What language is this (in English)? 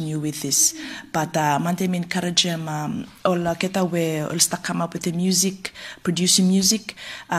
Bislama